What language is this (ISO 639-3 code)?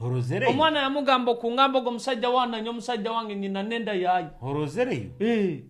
nyo